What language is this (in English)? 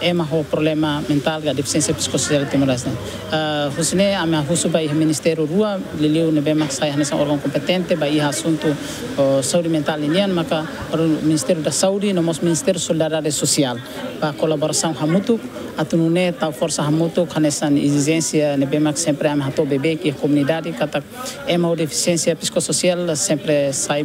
Tetum